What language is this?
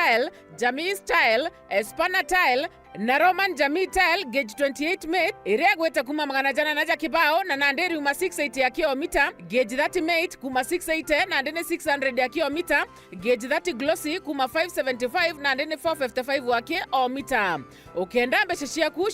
Meru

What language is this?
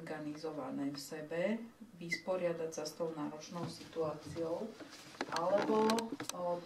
Slovak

